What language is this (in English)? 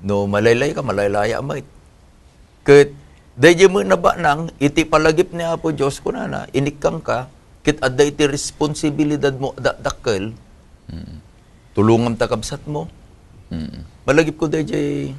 Iloko